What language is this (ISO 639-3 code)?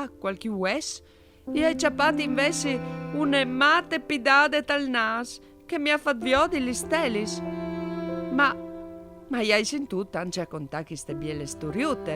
fur